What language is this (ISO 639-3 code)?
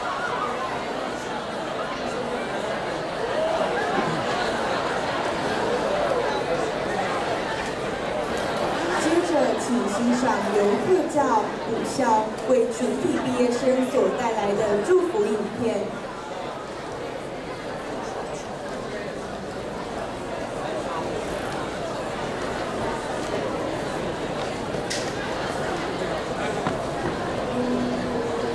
zho